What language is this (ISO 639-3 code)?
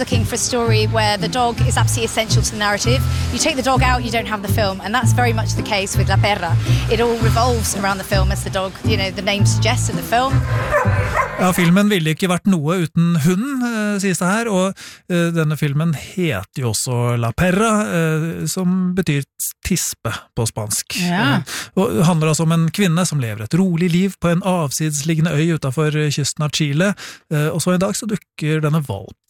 nor